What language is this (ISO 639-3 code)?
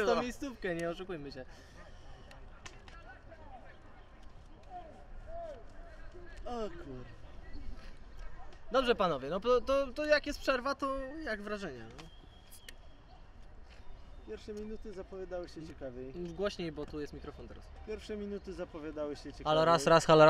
pol